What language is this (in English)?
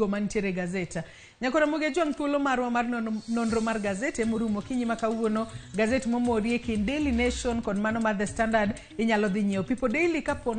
Luo (Kenya and Tanzania)